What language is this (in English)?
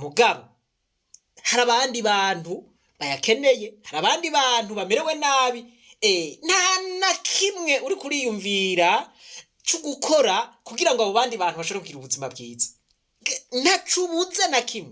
Rundi